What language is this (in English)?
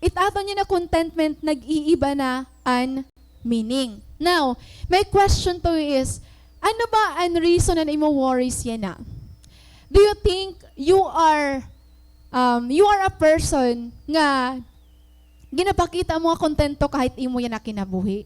Waray